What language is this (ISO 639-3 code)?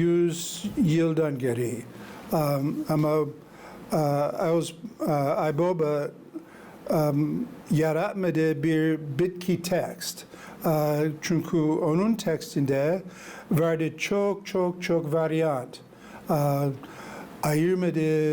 gag